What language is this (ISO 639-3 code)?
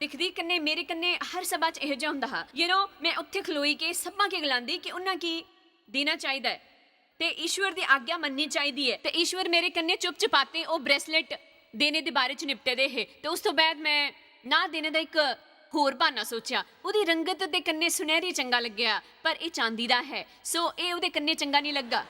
doi